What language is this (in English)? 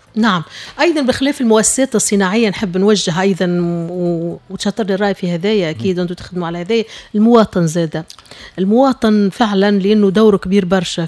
Tunisian Arabic